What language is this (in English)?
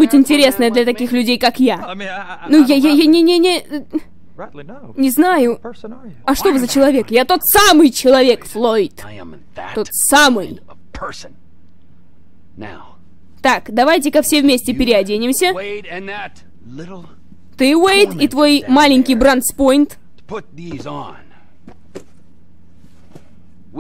Russian